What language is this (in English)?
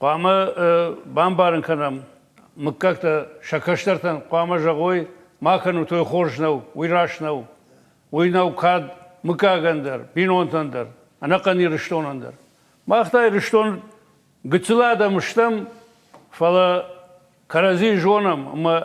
Ossetic